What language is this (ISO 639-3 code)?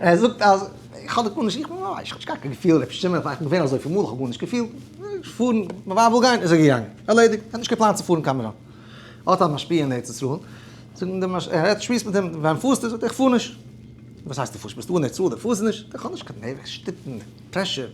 yid